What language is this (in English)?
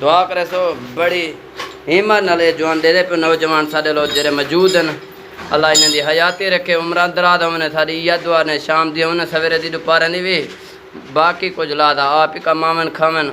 Saraiki